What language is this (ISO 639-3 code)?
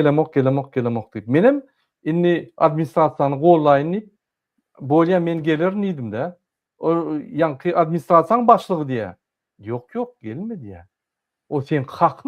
tuk